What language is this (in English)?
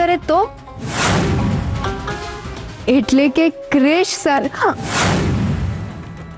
Gujarati